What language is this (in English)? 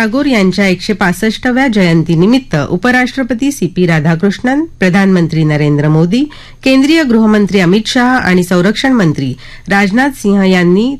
Marathi